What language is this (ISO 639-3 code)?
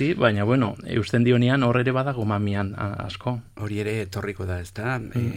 eus